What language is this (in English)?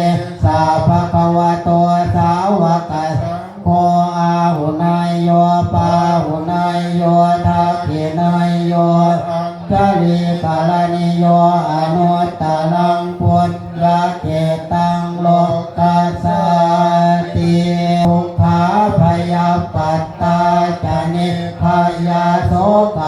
Pali